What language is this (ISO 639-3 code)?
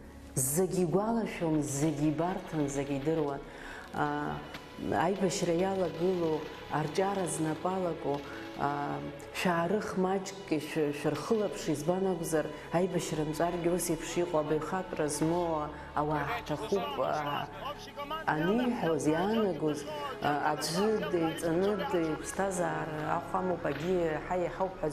abk